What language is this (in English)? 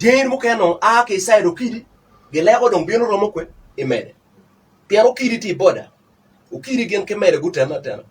Acoli